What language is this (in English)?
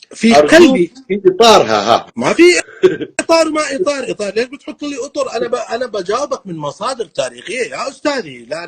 North Levantine Arabic